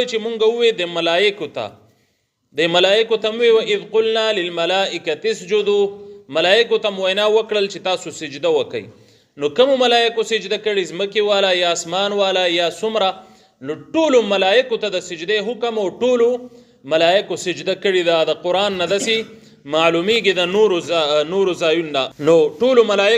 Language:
Pashto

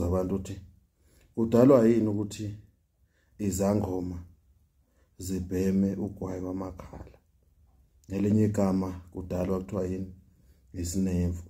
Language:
Zulu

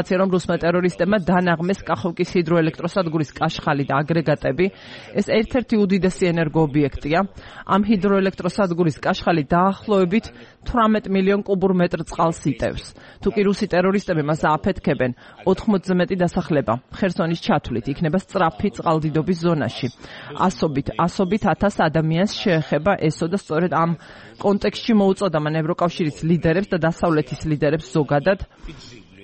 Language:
Georgian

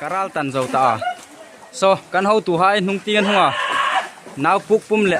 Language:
Hmar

